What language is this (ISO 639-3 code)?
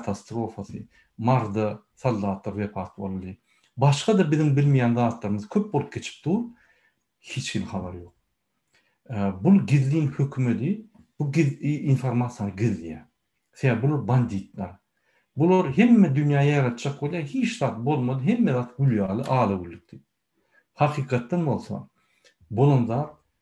tuk